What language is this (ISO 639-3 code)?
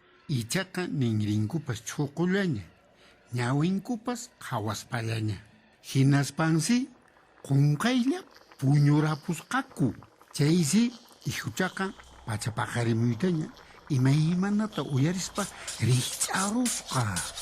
que